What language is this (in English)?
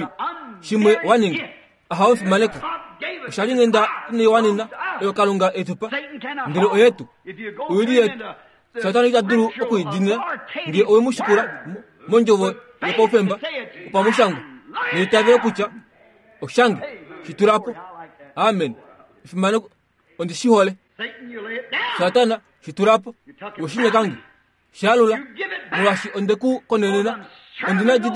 Kuanyama